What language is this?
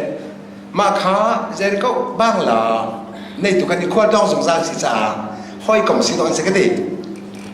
Hakha Chin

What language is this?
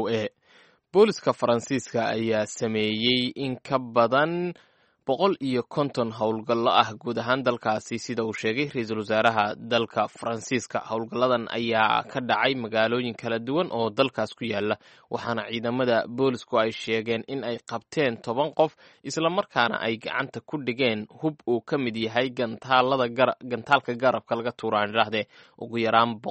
Somali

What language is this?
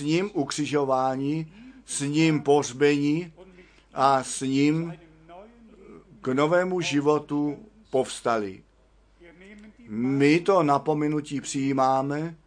Czech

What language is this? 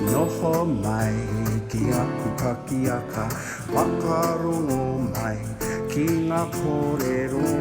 Māori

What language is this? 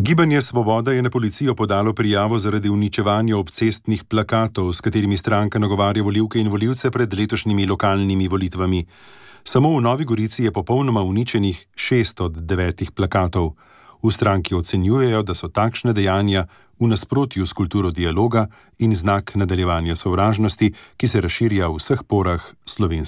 Slovenian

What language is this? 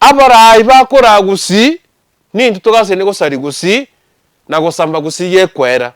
Gusii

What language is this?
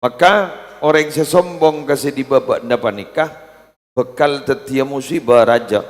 Madurese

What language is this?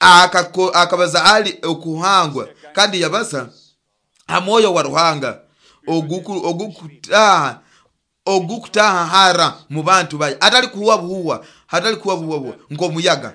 Nyoro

